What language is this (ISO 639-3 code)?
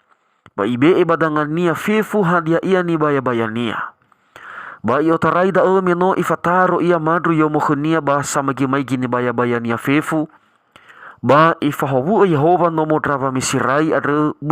nia